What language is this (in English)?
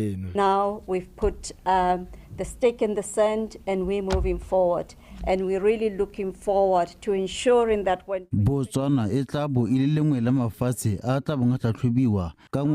Tswana